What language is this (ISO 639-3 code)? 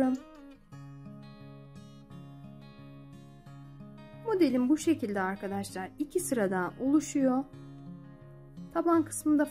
tur